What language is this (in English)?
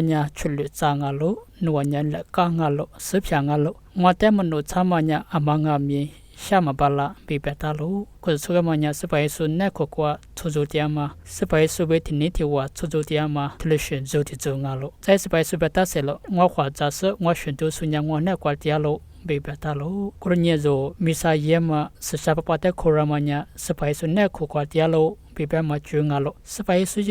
Lisu